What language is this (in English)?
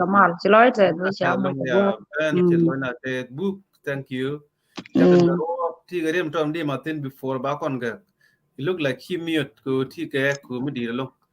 Nuer